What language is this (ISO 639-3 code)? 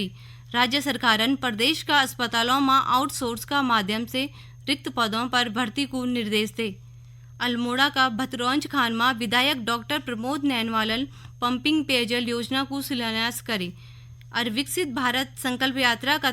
gbm